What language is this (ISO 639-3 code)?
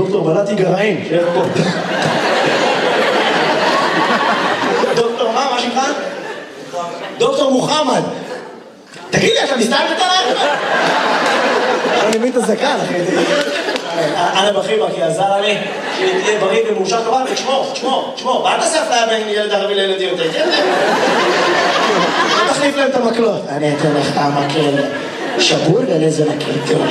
heb